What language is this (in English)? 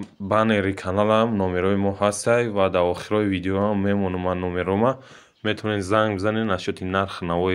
Tajik